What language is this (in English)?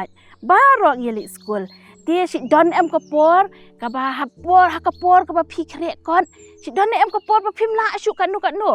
Khasi